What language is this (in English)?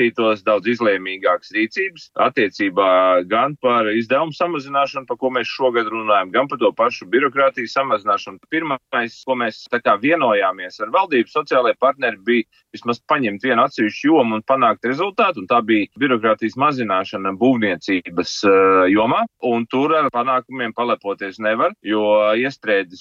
Latvian